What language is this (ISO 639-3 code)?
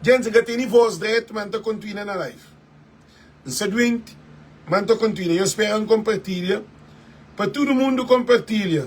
kea